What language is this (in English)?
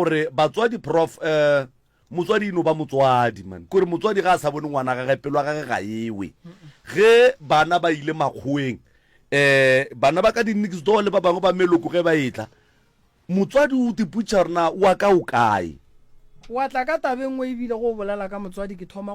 Northern Sotho